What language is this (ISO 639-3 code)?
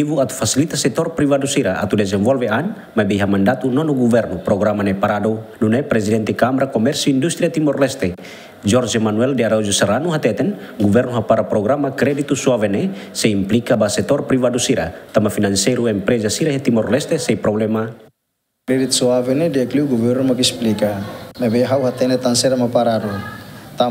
tet